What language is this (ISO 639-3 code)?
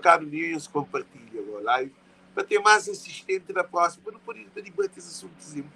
kea